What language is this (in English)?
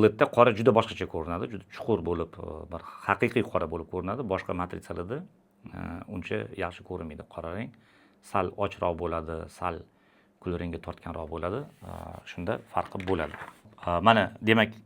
Uzbek